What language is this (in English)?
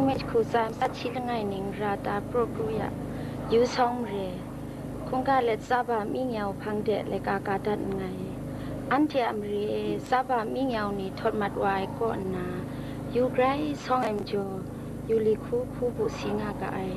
Kachin